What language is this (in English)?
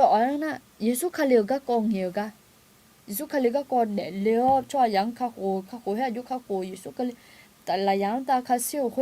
Akha